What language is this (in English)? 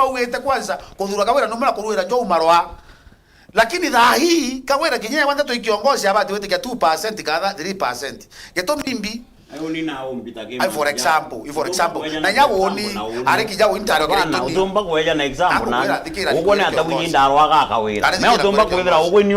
Meru